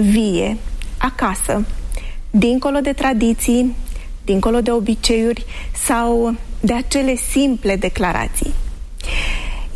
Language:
Romanian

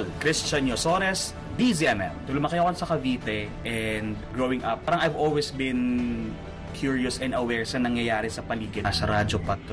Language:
Filipino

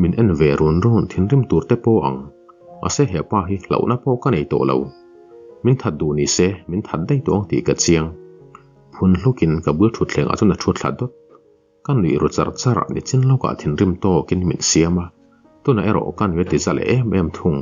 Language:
Mizo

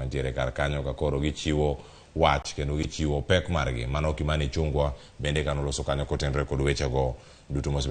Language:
Luo (Kenya and Tanzania)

